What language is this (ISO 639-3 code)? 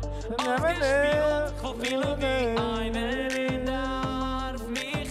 yid